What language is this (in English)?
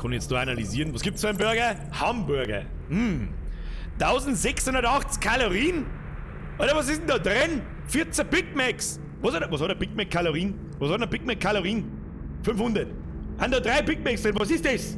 Bavarian